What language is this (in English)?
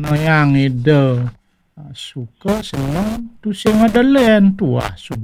Balinese